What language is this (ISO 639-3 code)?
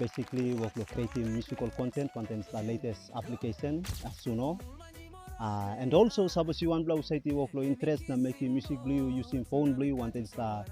tpi